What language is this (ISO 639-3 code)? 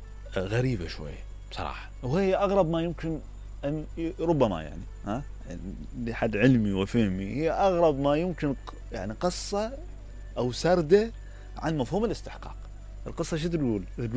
acm